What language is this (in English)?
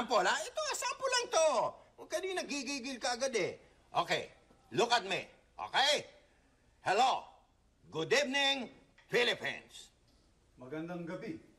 Filipino